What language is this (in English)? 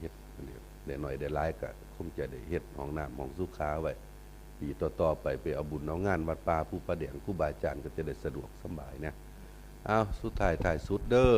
Northeastern Thai